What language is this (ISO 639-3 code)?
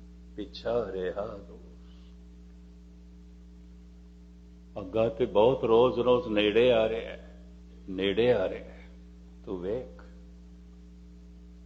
pan